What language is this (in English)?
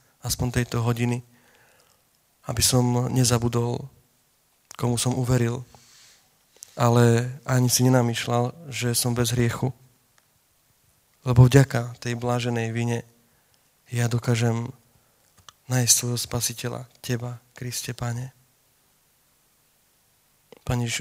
Slovak